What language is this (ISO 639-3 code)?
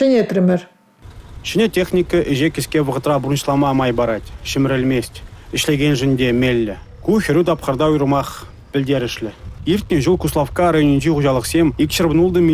chv